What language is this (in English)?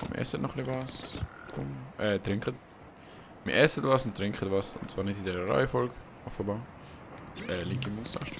Swiss German